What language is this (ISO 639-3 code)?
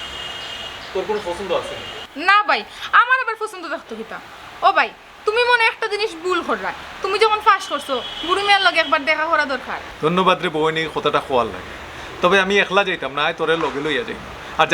syl